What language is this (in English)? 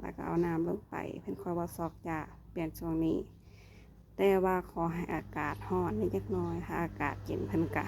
Northeastern Thai